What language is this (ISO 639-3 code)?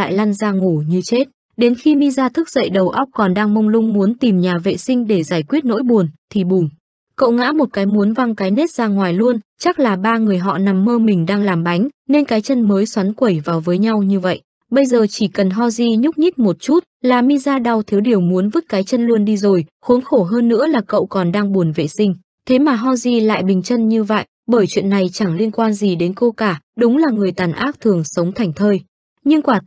vie